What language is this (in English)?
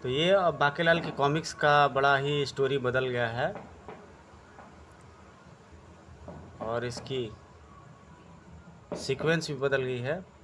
Hindi